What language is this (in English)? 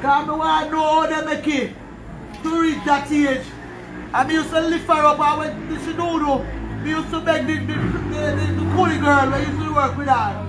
Jamaican Creole English